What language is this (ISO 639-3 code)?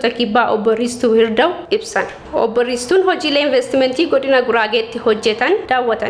orm